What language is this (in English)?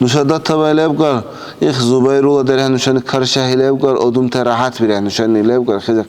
Dargwa